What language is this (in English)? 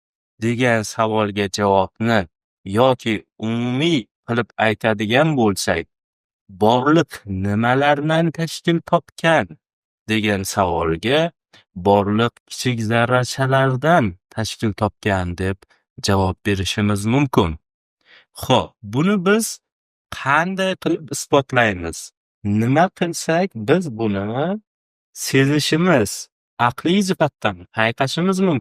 Uzbek